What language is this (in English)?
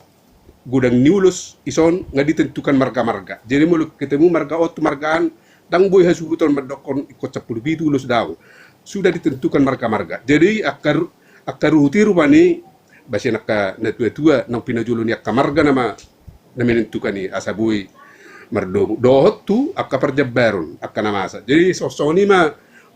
Batak Toba